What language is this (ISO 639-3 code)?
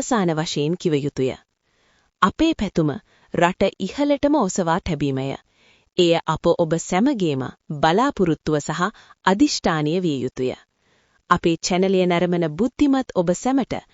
sin